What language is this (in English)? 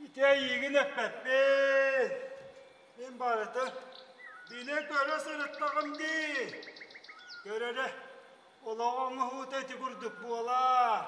Yakut